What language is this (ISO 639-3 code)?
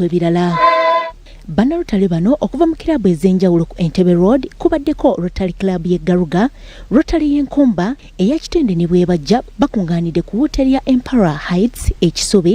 lug